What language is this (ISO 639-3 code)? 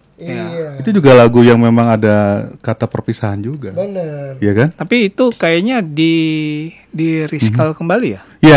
ind